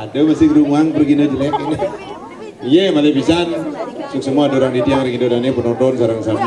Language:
Balinese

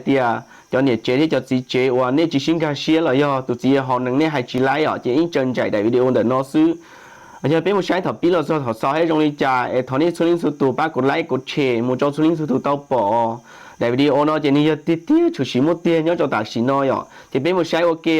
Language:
Hmong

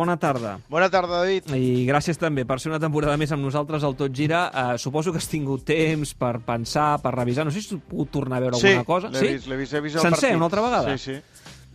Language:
Catalan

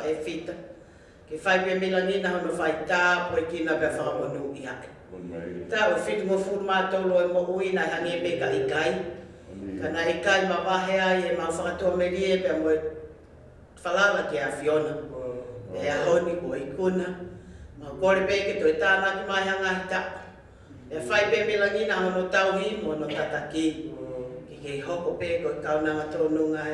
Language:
Tongan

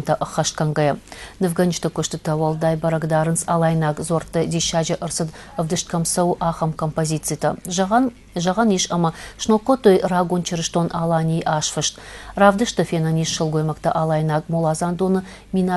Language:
Ossetic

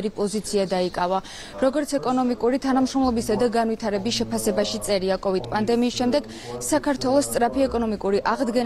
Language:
Georgian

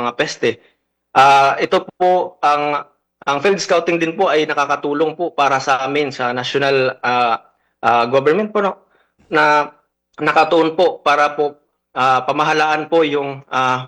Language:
Filipino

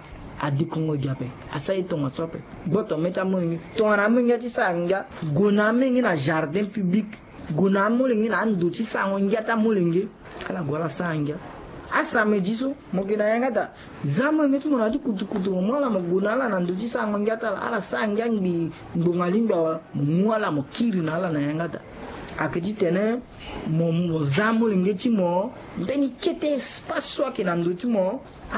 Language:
Sango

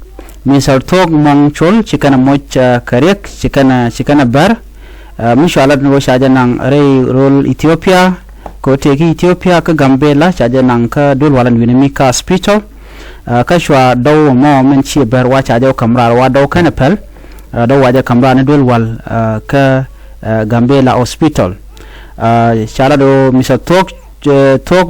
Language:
Nuer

